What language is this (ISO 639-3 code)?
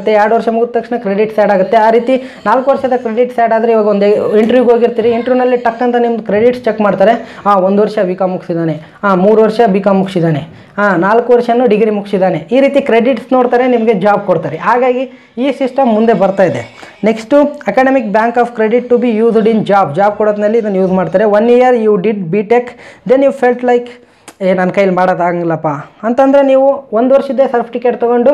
kan